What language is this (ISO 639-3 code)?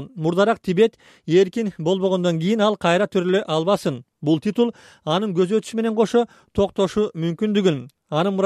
kir